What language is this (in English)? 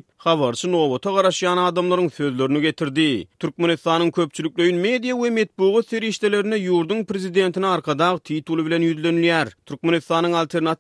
Turkmen